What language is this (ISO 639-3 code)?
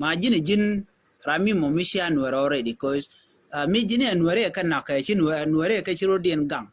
nus